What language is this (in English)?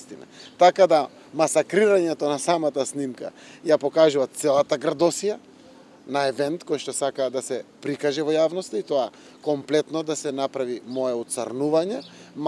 Macedonian